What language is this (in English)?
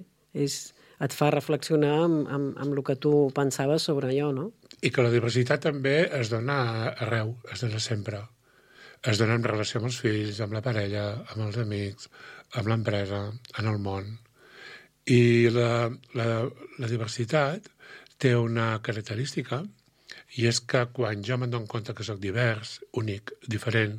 Catalan